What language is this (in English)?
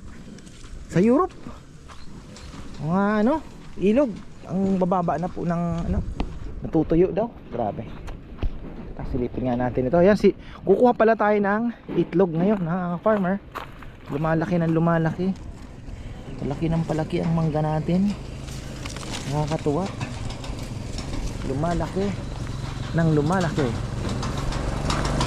Filipino